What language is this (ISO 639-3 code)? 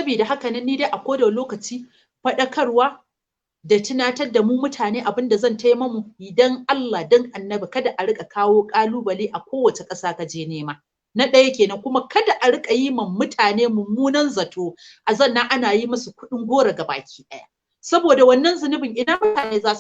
hau